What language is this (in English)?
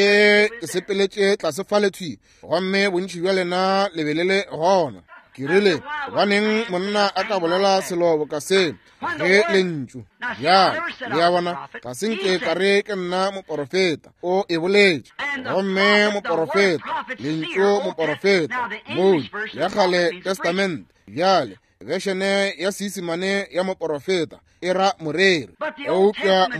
Northern Sotho